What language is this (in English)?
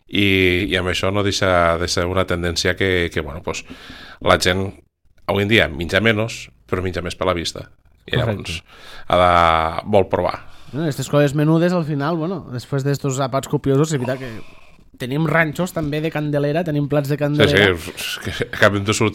Catalan